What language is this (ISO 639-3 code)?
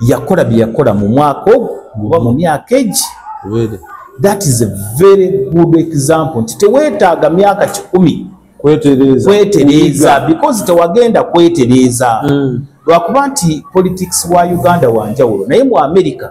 lug